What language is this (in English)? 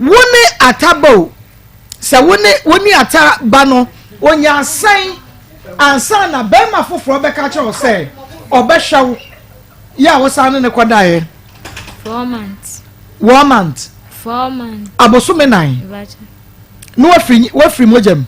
Akan